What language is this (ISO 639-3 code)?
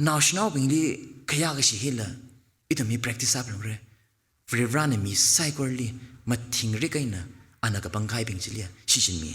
nmf